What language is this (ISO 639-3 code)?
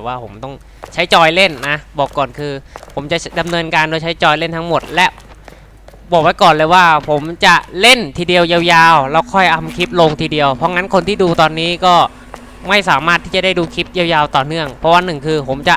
tha